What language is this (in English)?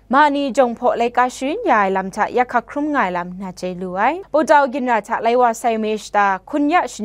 Kachin